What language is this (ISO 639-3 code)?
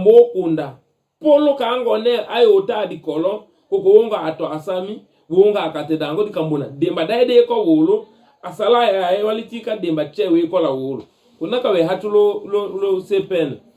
tll